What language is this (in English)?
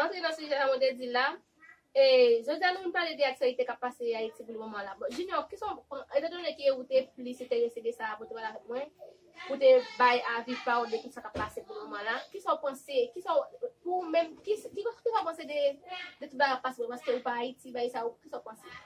Haitian Creole